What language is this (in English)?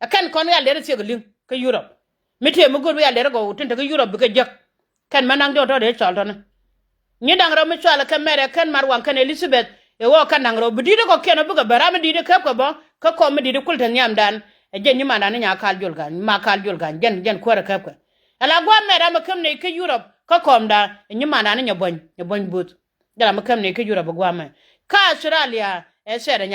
Nuer